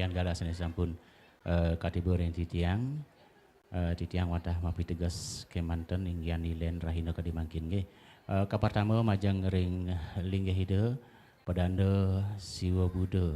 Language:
Balinese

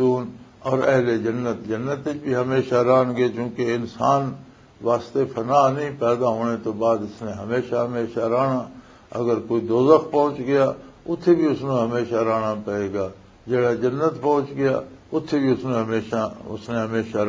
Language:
Western Panjabi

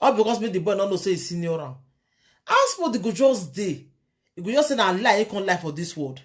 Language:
Nigerian Pidgin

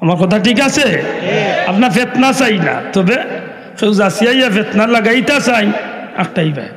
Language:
Sylheti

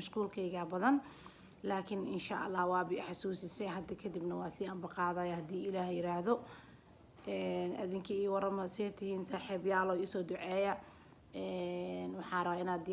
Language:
Somali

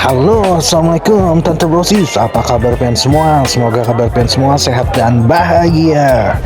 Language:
Banjar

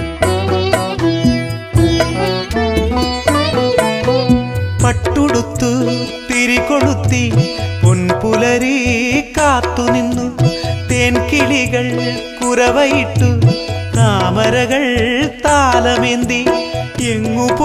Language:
Malayalam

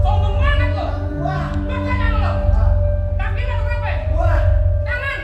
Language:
Betawi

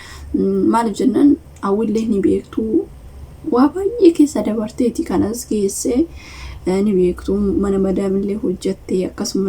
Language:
Oromo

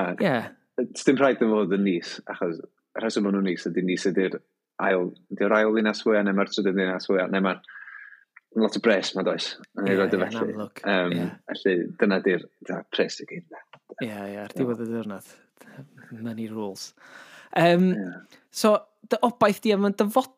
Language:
Welsh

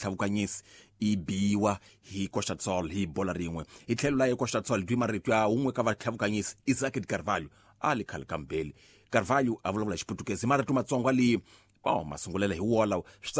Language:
Tsonga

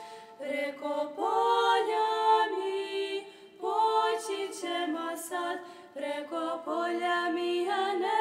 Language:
Serbian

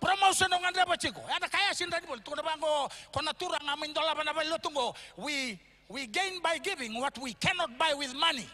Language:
Fijian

